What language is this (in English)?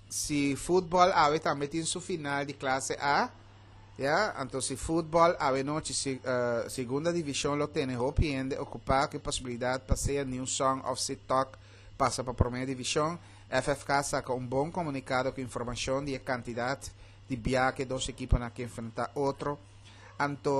Papiamento